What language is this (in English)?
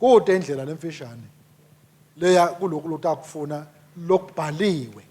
Swati